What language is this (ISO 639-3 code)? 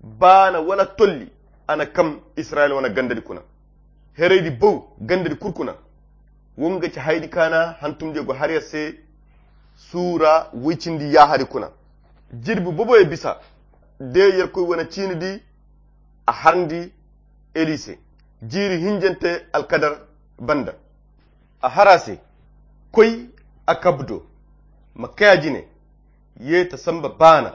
khq